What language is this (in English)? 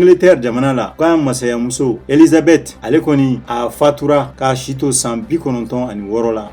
Bambara